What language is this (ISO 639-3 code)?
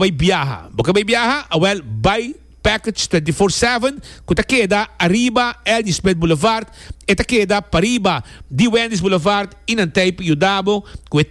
pap